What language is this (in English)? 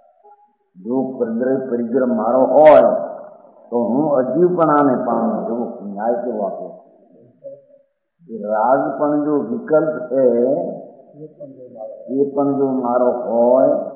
Gujarati